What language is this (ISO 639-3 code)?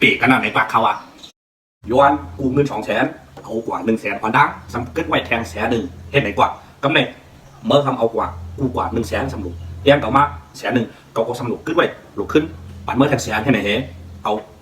shn